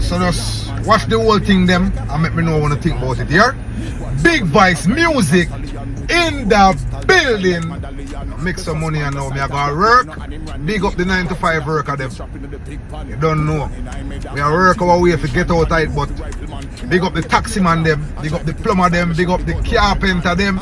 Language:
Jamaican Creole English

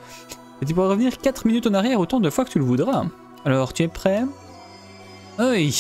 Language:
French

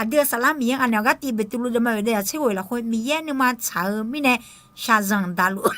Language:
Akha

